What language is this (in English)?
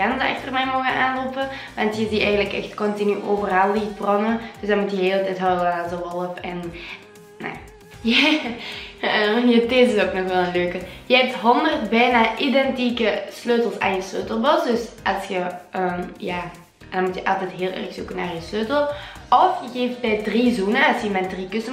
Dutch